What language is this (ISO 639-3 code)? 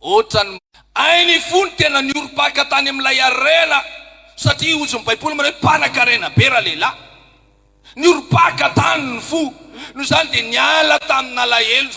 mlg